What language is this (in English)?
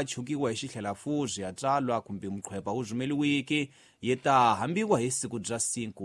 Tsonga